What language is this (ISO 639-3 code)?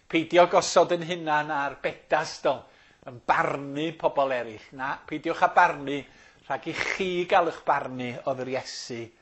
cym